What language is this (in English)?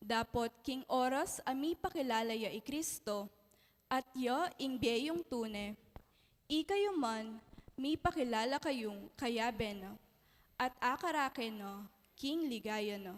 Pampanga